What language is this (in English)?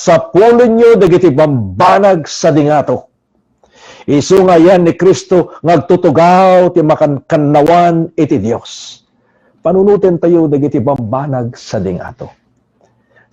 Iloko